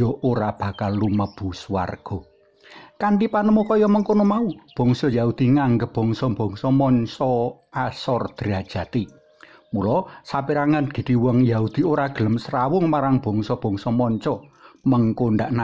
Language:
Javanese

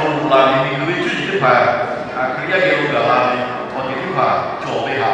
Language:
Lahu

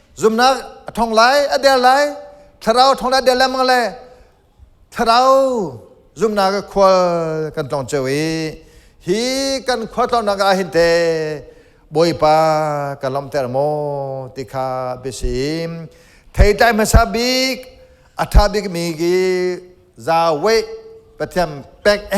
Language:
Hakha Chin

